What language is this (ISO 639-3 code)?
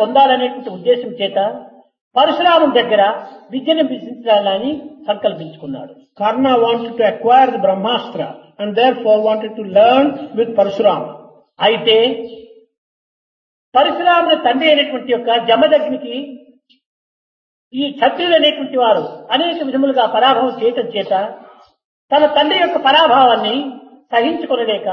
tel